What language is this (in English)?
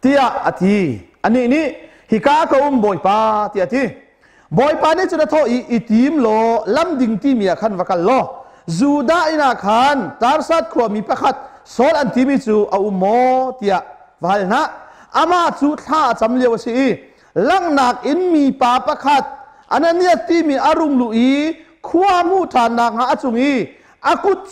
Hakha Chin